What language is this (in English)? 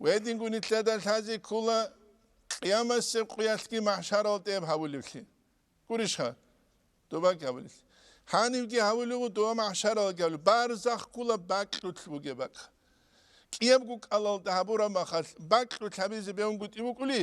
Avaric